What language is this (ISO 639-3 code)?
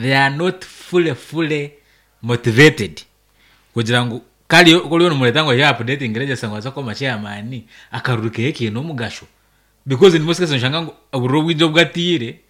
nyn